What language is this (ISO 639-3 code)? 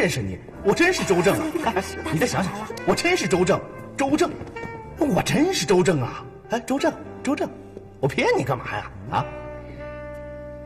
zho